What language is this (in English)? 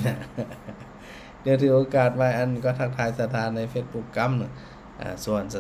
Thai